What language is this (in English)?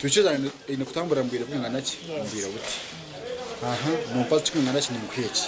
Nyankole